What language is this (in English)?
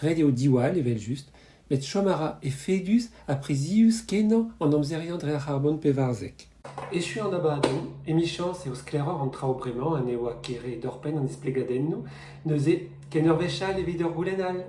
Breton